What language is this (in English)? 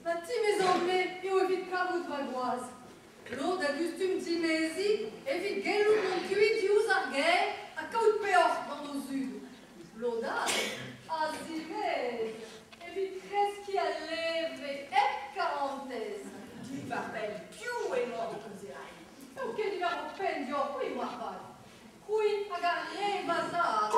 Breton